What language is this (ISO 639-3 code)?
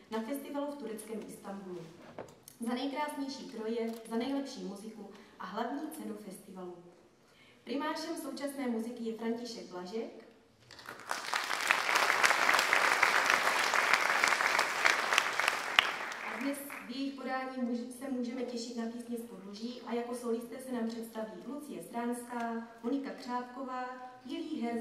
ces